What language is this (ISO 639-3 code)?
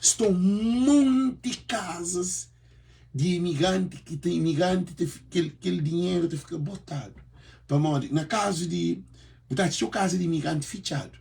kea